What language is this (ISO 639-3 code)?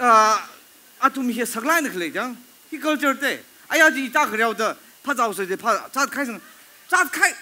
nmf